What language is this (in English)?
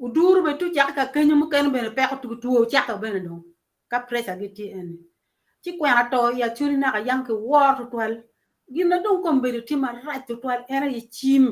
Acoli